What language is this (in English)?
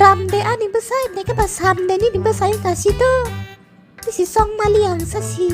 Kok Borok